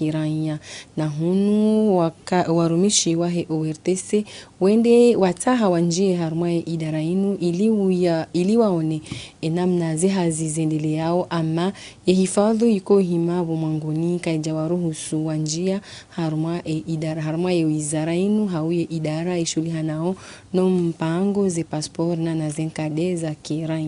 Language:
Ngazidja Comorian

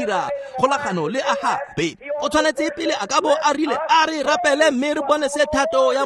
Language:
Tswana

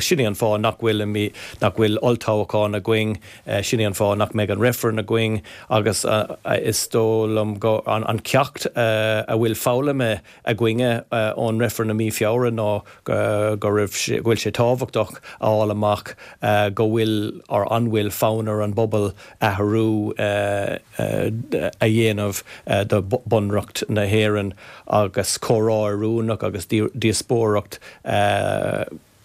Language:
Irish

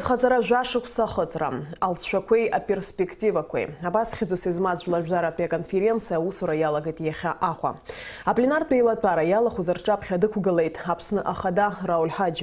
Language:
Abkhazian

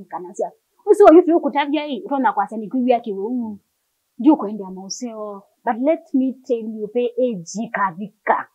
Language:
Kamba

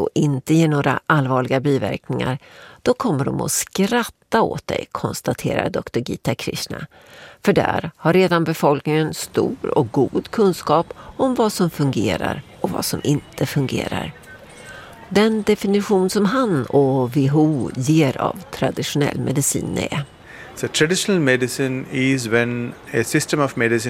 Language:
Swedish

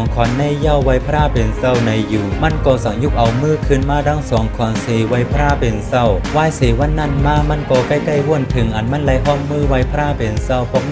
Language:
Shan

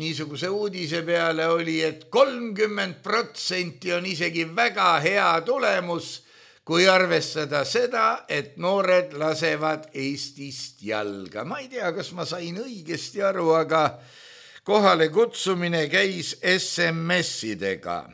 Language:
Estonian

